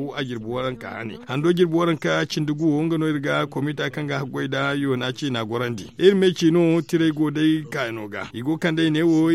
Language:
Zarma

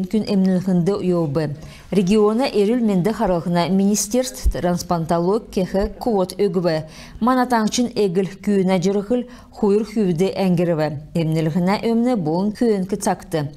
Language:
Kalmyk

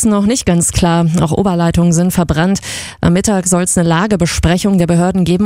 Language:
German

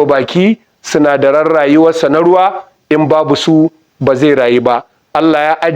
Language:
Hausa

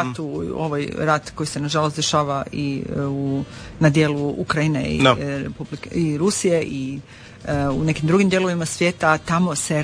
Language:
Croatian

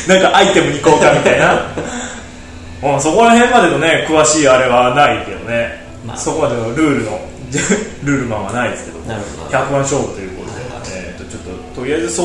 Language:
Japanese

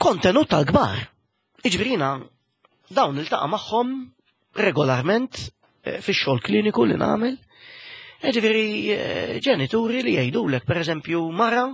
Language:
Maltese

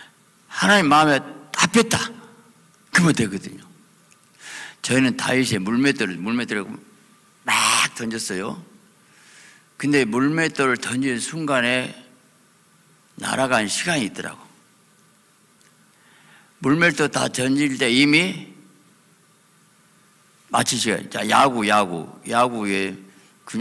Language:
Korean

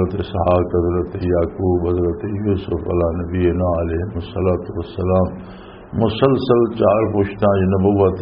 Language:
Western Panjabi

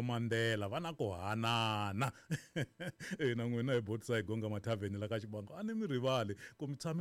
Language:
Tsonga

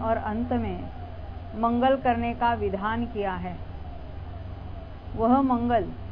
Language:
Hindi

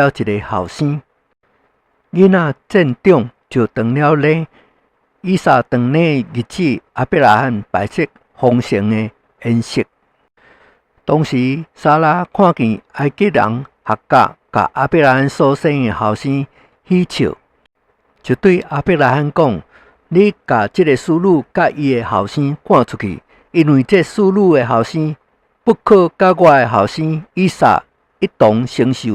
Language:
Min Nan Chinese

